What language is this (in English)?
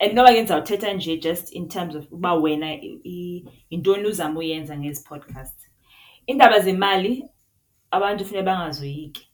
Xhosa